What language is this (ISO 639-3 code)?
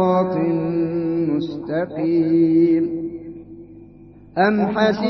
ara